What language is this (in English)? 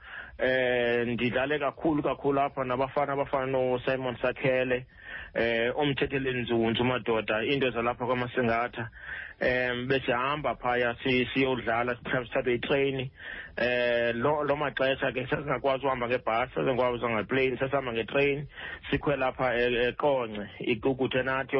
Xhosa